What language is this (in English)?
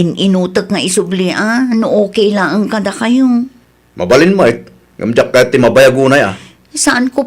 Iloko